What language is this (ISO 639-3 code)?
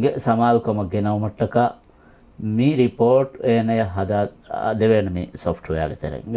div